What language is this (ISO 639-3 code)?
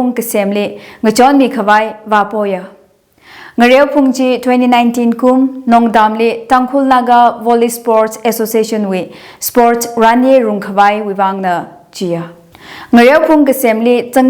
nmf